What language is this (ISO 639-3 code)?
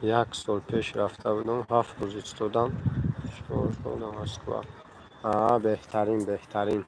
tgk